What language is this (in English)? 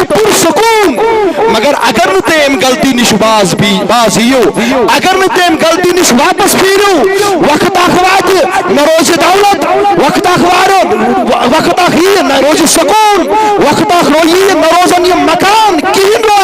Kashmiri